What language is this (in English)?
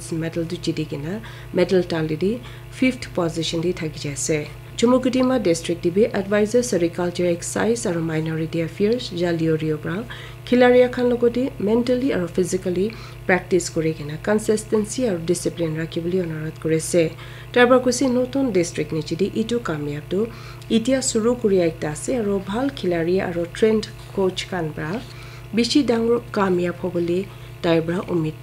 Naga Pidgin